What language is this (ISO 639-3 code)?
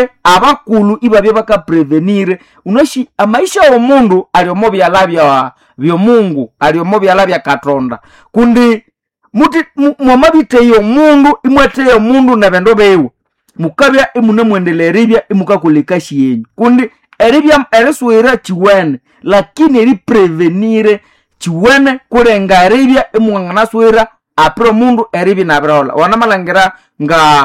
nnb